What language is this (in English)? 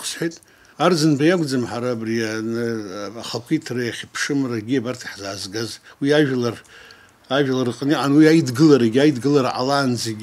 Abkhazian